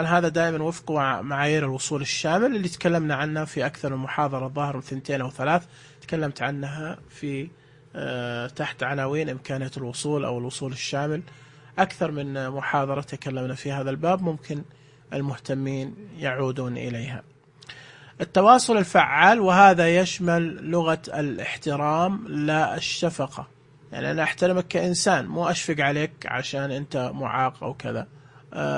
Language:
Najdi Arabic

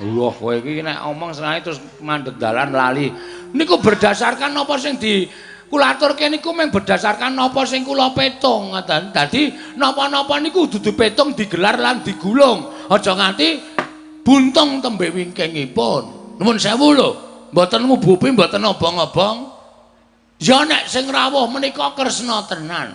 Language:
Javanese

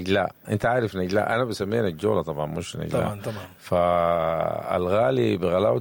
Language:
Sudanese Arabic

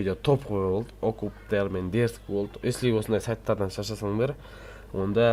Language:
Kazakh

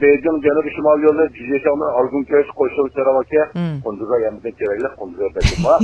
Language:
Uyghur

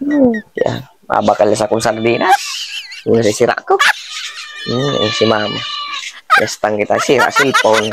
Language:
Bikol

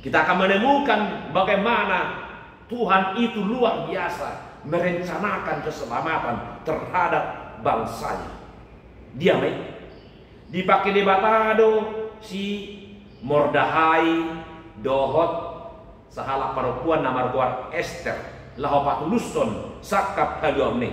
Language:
Batak Toba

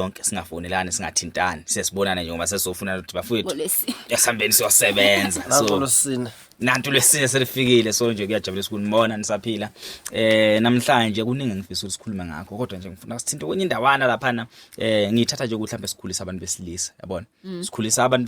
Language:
Zulu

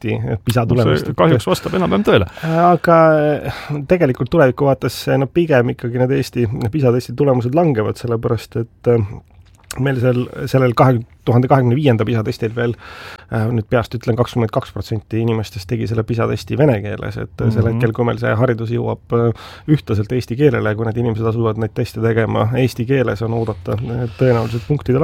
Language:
Estonian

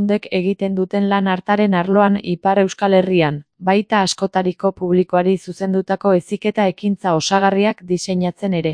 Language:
Basque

